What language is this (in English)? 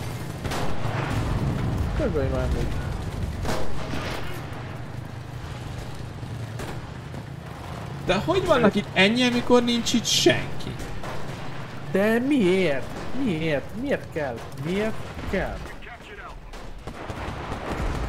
Hungarian